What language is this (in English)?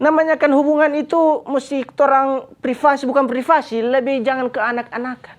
Manado Malay